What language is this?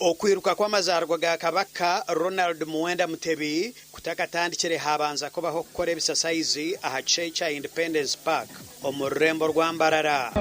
Nyankole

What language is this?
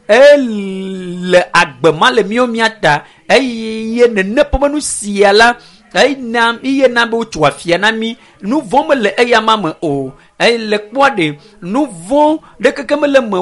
Ewe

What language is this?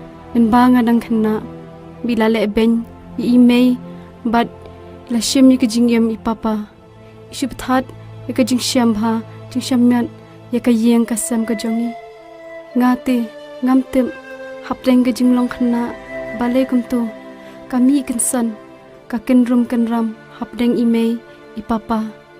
Khasi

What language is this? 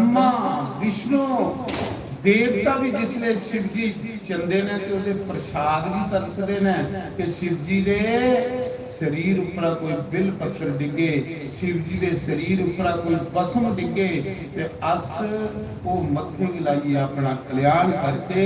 Dogri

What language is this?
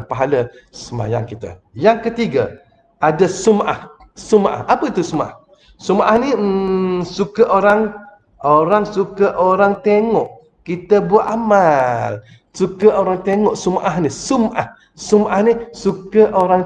Malay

